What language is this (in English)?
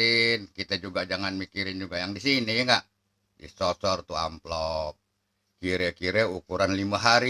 Betawi